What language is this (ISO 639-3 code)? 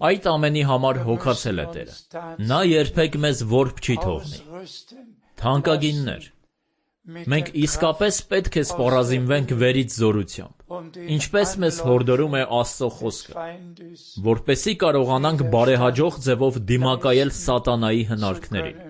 hye